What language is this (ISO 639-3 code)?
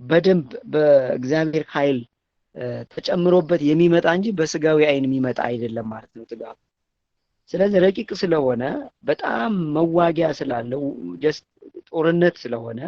amh